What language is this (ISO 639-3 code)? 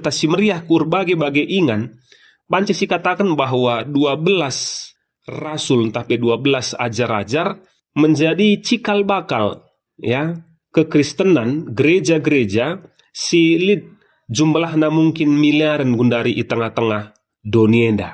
btx